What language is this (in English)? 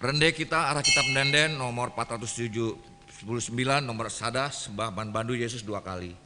Batak Karo